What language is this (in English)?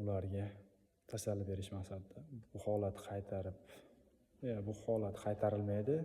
Uzbek